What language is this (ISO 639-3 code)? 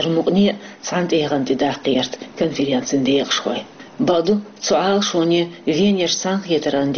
che